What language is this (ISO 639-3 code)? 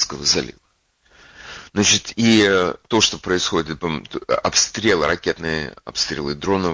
rus